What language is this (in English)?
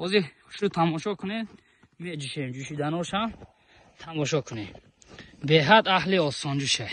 Tajik